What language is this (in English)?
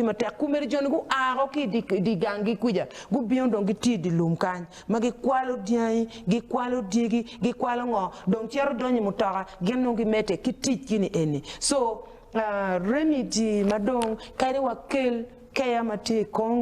Acoli